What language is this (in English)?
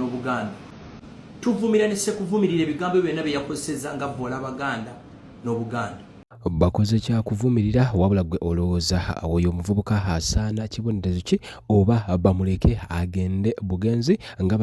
Ganda